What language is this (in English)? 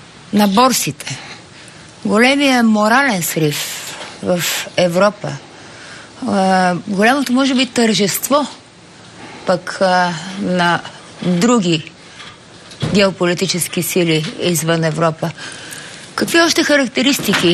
Bulgarian